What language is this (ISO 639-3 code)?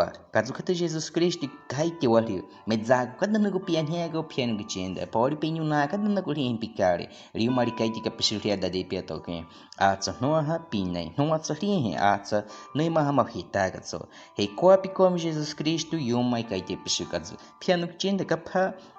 bwi